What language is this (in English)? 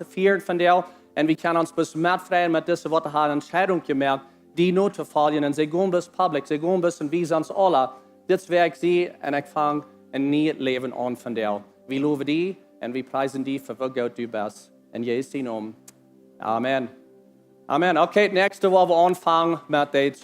Plautdietsch